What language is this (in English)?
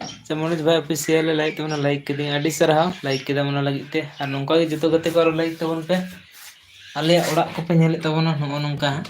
Santali